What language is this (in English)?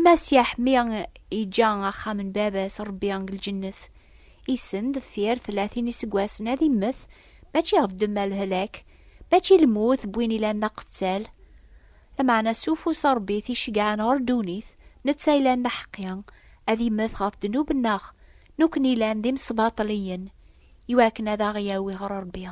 Kabyle